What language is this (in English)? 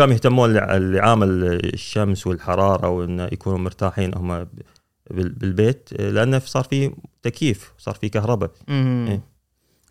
Gulf Arabic